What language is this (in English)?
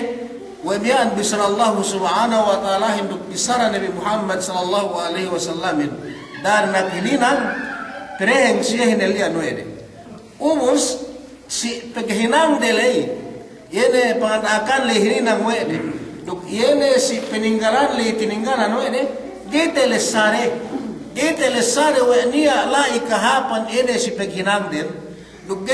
Yakan